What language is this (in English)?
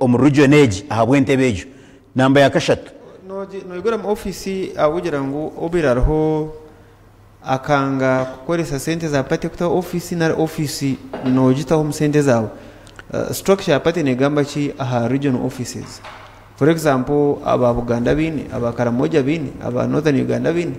Nyankole